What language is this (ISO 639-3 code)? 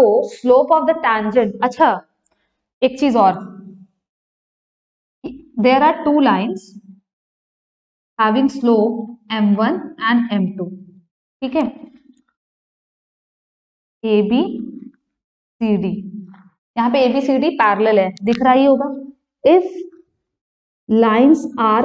hin